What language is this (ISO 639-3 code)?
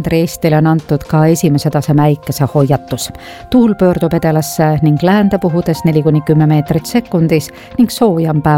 est